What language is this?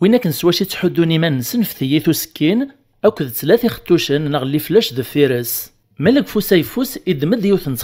Kabyle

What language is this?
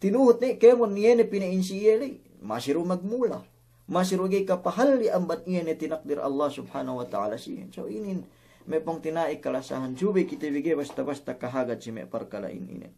Yakan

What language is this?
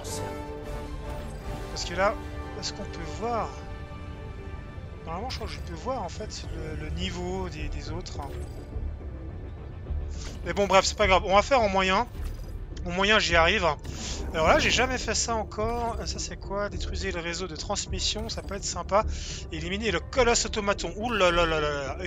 French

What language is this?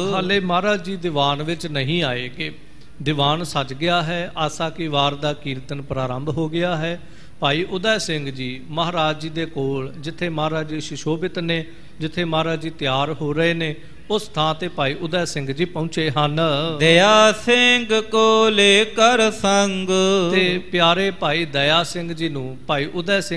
Punjabi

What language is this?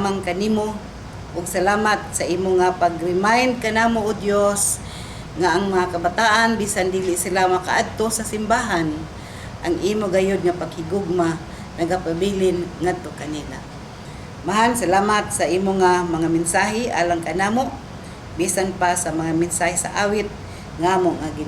Cebuano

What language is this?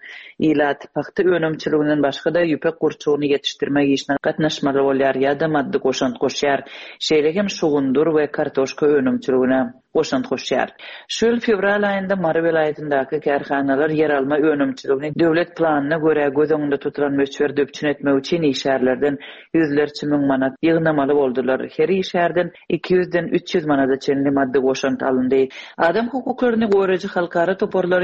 Turkmen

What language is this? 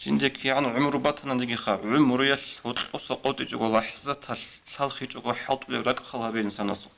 Avaric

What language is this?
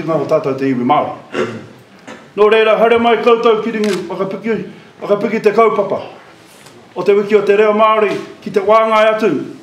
Māori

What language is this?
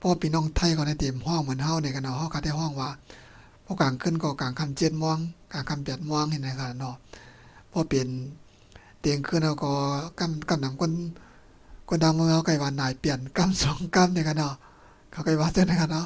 Shan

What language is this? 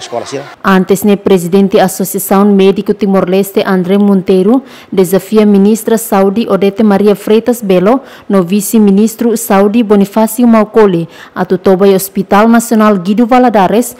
Tetum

